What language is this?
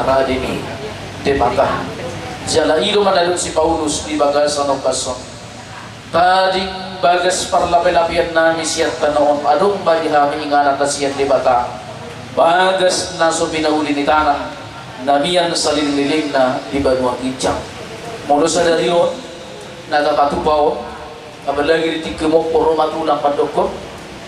Batak Toba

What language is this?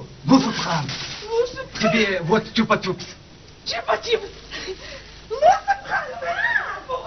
Ingush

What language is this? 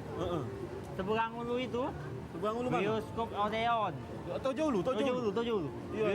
Musi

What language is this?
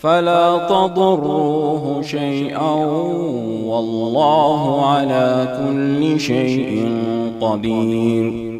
Fula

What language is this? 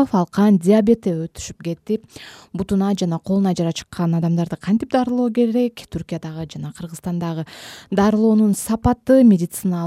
Kyrgyz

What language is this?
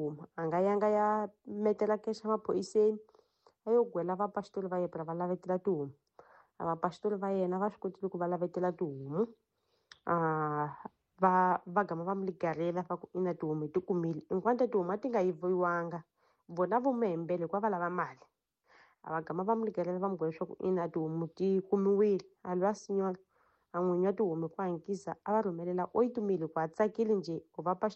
Tsonga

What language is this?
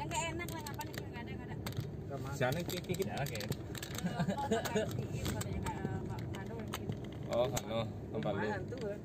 Minangkabau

